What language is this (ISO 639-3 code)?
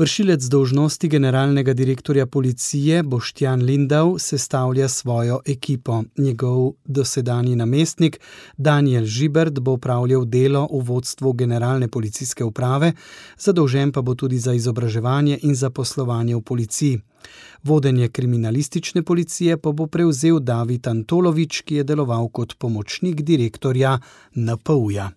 slv